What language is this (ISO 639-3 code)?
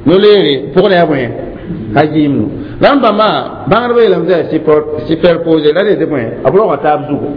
mos